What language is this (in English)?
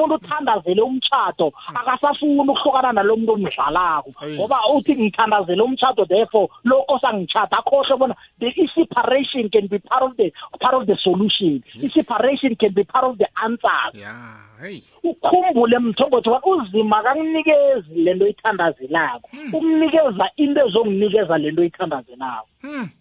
South Ndebele